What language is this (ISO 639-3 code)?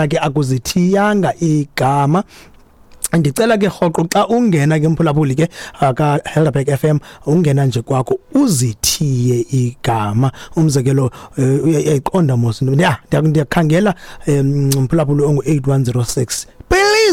xho